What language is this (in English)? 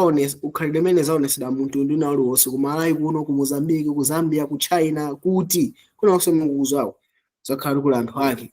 Nyanja